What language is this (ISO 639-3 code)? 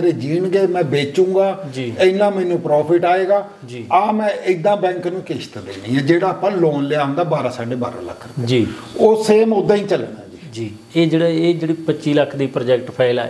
pan